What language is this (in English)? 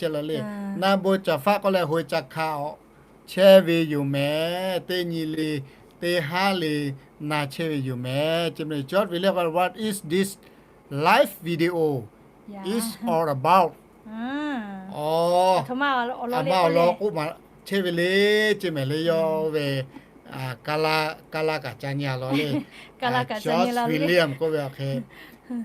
Lahu